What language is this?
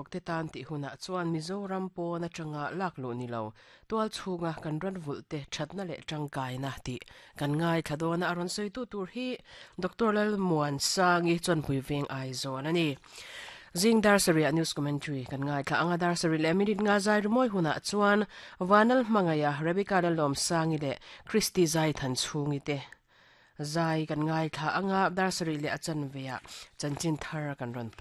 Mizo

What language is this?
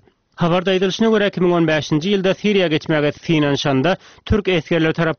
Turkmen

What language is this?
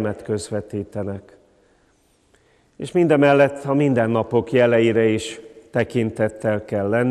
Hungarian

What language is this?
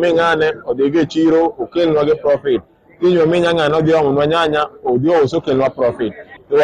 Luo (Kenya and Tanzania)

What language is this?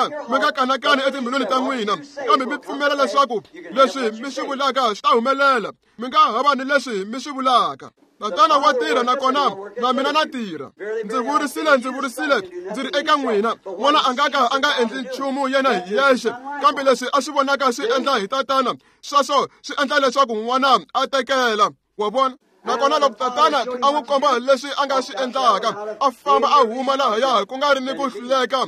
Tsonga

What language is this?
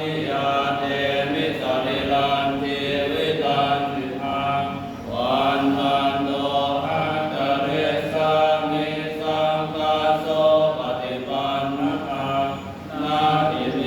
Pali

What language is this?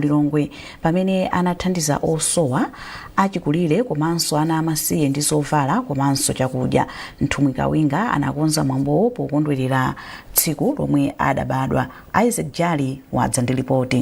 Nyanja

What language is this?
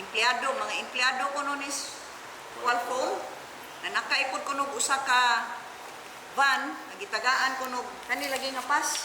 Cebuano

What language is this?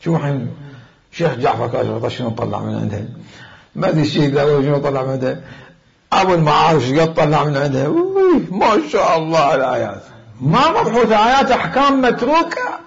Mesopotamian Arabic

